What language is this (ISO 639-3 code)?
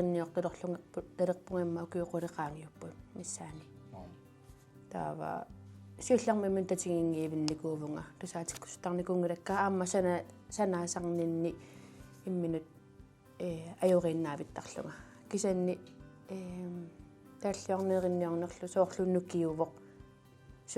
kal